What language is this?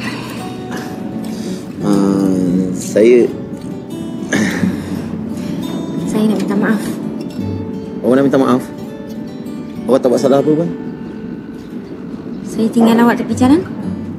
Malay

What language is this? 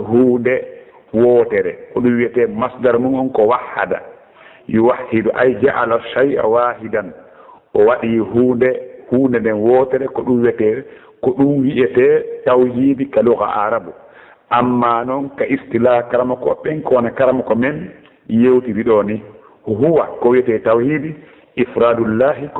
Fula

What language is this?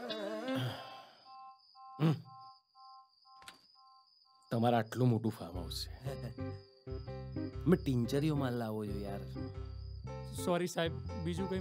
Gujarati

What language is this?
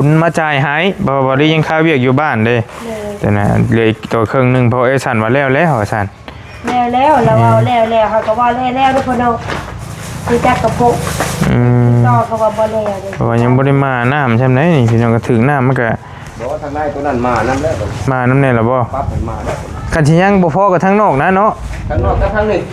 Lao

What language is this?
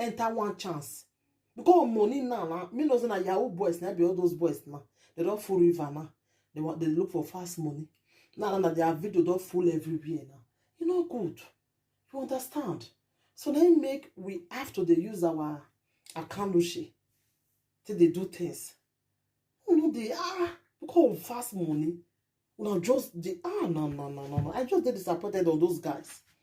Nigerian Pidgin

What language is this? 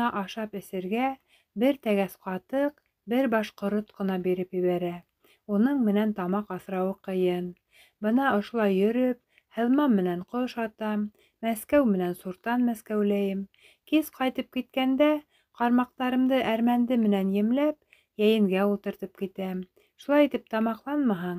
Bashkir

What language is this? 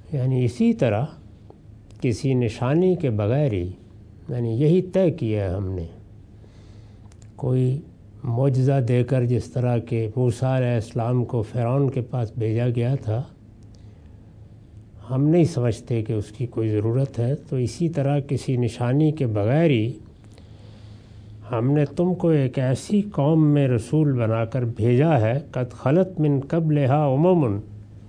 Urdu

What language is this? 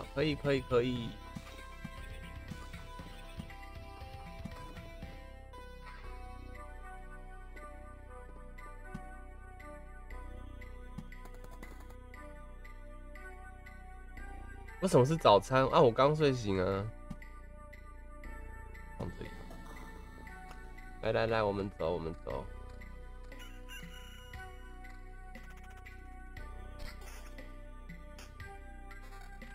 Chinese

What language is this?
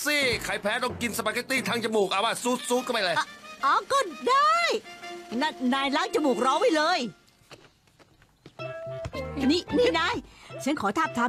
Thai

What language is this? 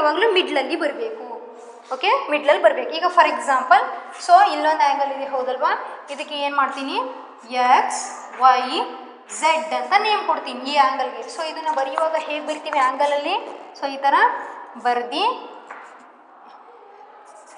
Kannada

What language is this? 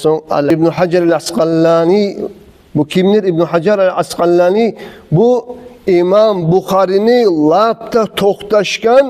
Kumyk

